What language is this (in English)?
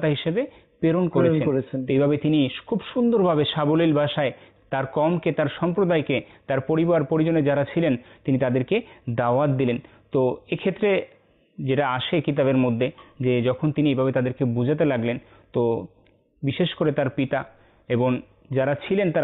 Bangla